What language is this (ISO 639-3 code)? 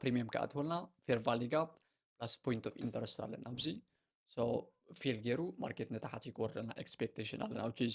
tir